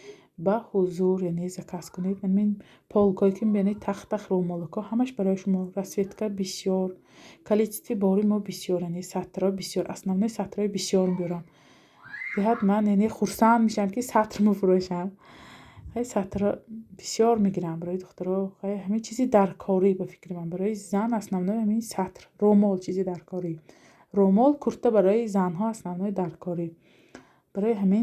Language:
Tajik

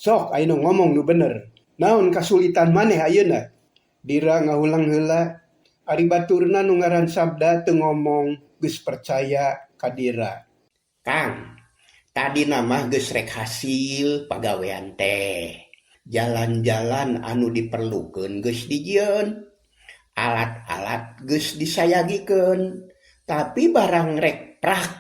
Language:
Sundanese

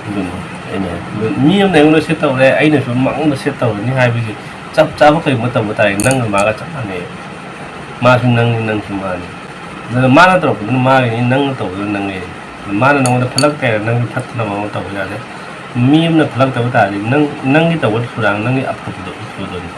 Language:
Manipuri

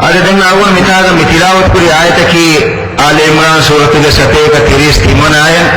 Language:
Divehi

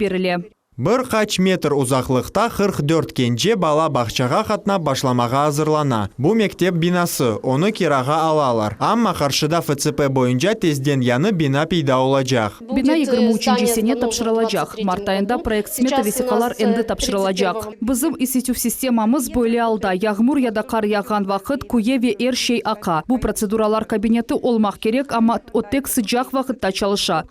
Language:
Crimean Tatar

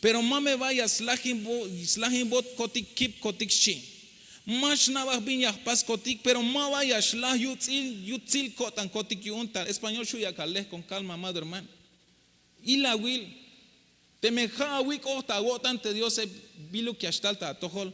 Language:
Tzeltal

